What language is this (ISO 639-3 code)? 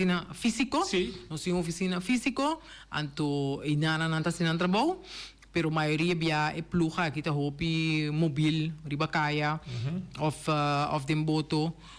pap